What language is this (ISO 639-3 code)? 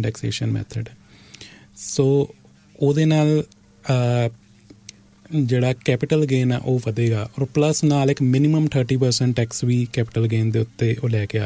pan